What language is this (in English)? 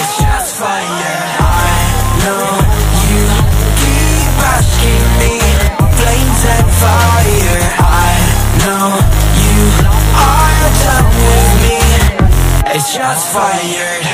Santali